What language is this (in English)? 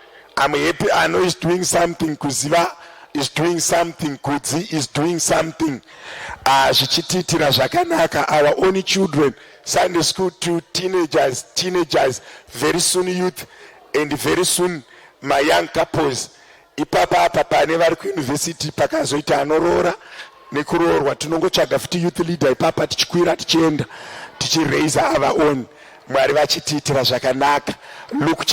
Shona